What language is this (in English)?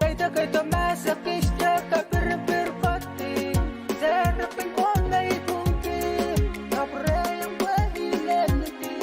Pohnpeian